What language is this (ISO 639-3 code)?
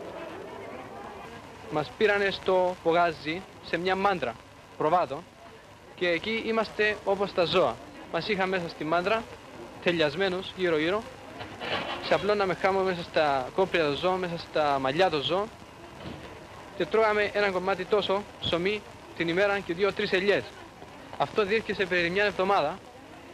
ell